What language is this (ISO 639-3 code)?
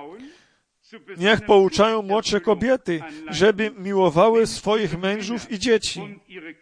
pol